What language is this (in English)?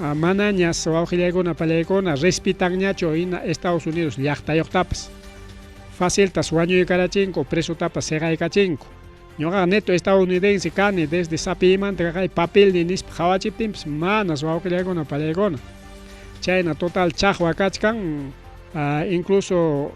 Ayacucho Quechua